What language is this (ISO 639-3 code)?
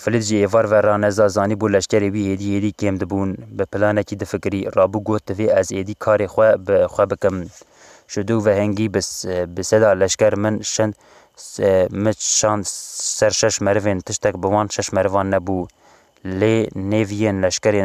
kur